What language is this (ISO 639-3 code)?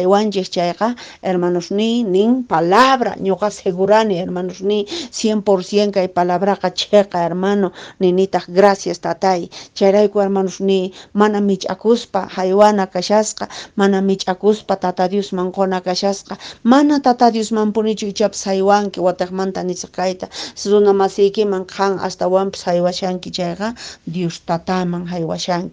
que